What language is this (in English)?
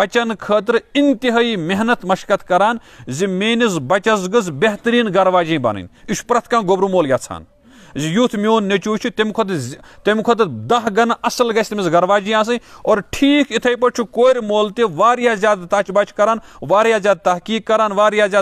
Kashmiri